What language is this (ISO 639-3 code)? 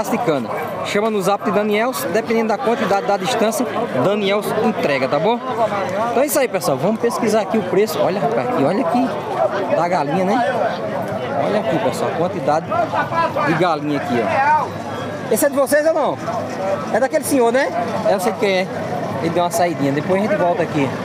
por